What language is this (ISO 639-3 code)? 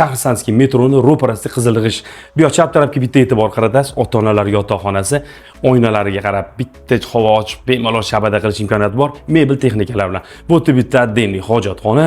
uzb